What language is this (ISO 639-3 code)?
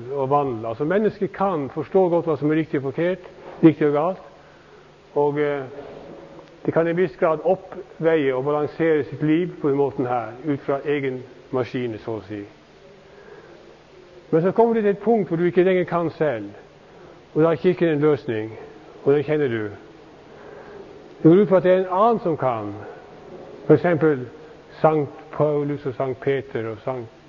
nor